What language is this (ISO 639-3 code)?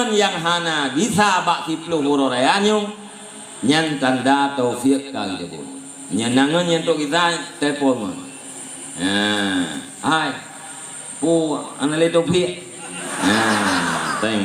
ace